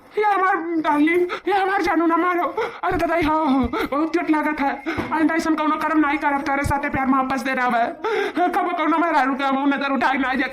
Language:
Awadhi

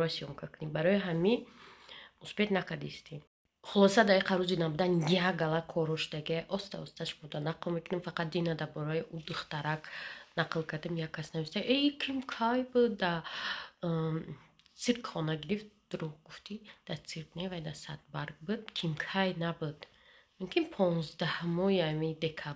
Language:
Tajik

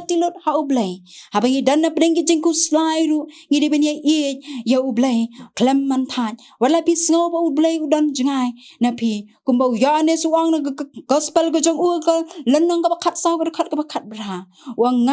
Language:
Khasi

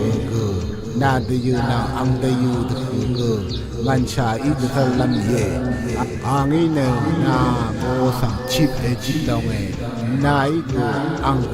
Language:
Rawang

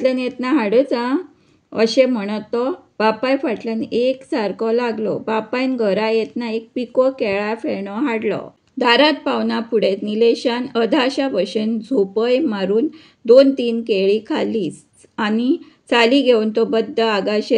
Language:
Konkani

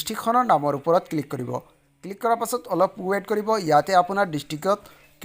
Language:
Assamese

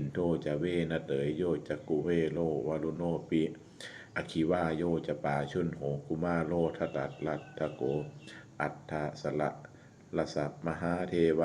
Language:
Pali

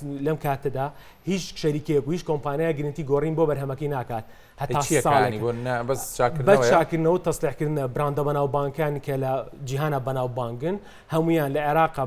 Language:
Central Kurdish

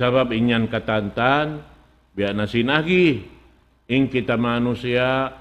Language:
Tausug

